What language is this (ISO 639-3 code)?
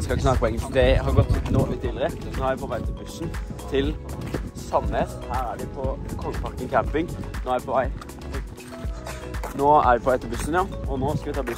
nor